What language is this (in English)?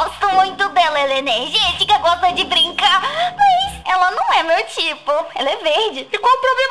Portuguese